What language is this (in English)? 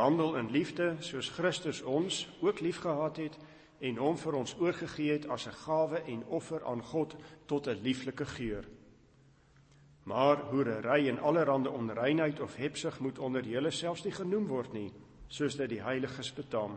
Afrikaans